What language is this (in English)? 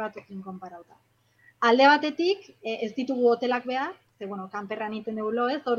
Basque